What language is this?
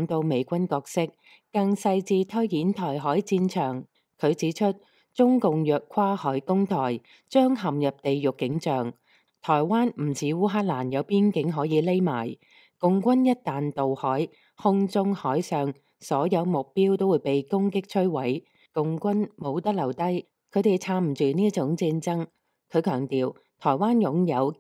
Cantonese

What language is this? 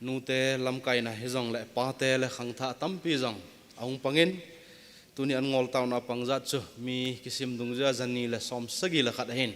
Thado Chin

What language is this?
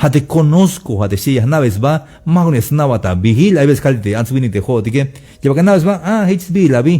Tzeltal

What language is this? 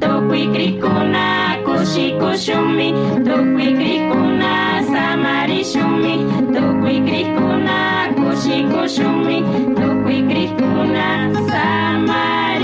Chimborazo Highland Quichua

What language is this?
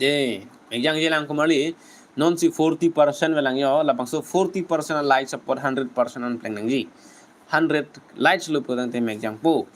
Karbi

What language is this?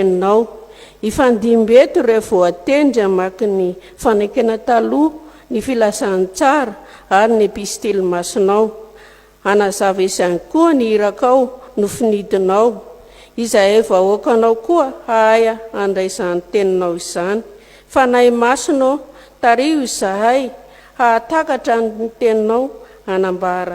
Malagasy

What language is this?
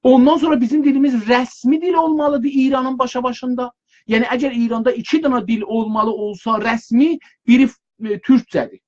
South Azerbaijani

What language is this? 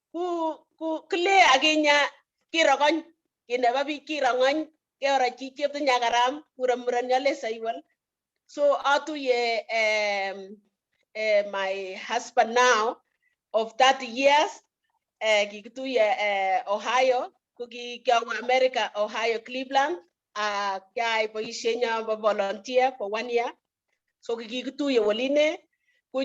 Kalenjin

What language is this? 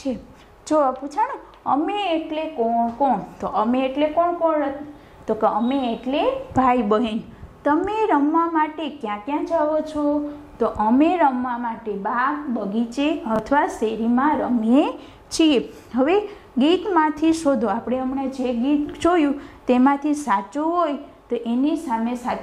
Gujarati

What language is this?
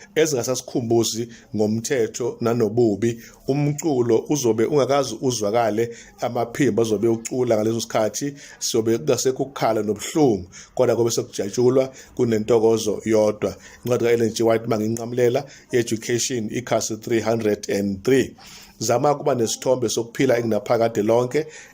Zulu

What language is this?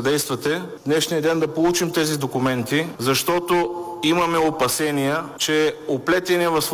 Bulgarian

